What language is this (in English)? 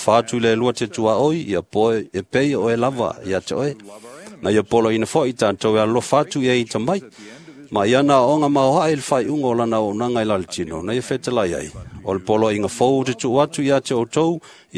Samoan